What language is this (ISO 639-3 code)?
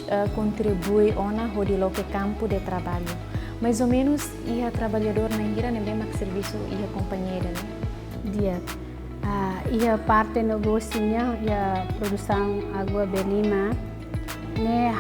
tet